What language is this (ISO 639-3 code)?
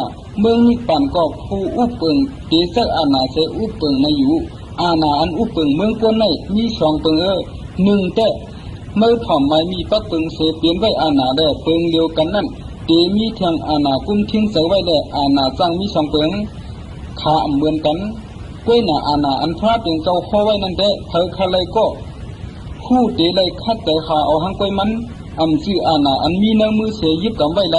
shn